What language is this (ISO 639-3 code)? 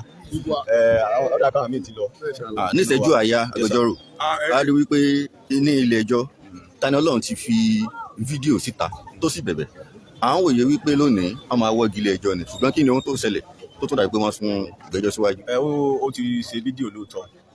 yor